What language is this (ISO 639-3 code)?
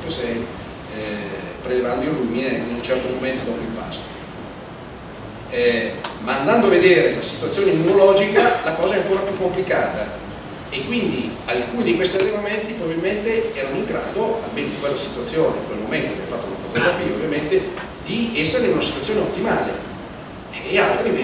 ita